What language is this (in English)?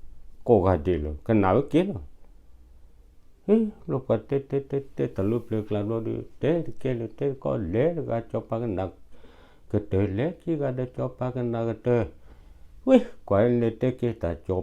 S'gaw Karen